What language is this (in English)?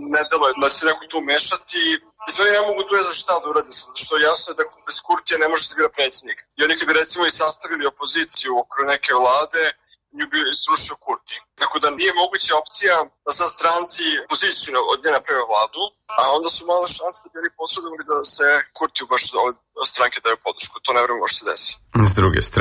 Serbian